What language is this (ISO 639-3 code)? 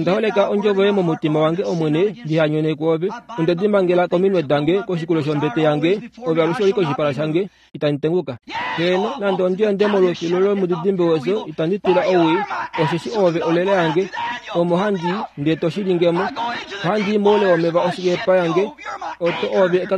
kua